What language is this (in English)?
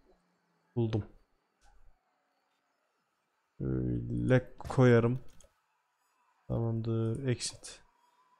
Turkish